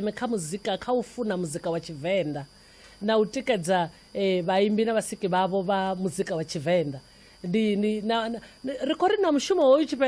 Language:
Venda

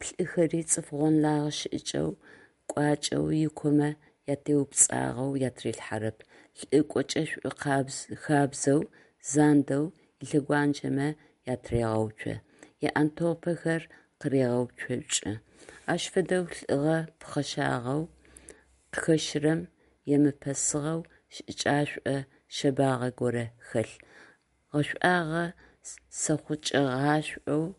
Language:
Adyghe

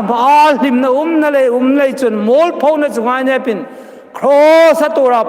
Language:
Hmar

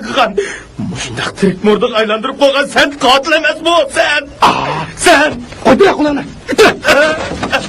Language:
Uyghur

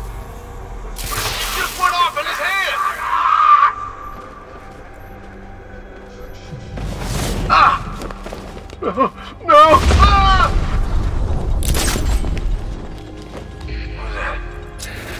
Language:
English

